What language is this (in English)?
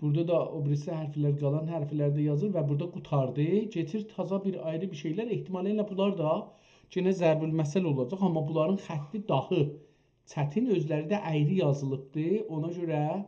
South Azerbaijani